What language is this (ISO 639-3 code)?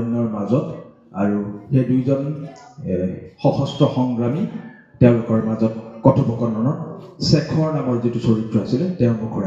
asm